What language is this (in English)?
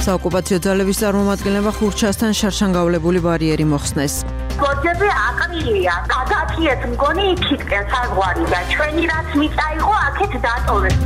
Georgian